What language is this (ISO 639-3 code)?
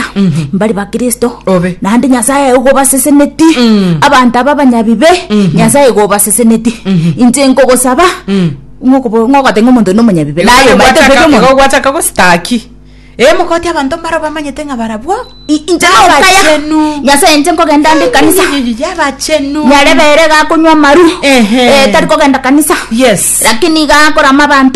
guz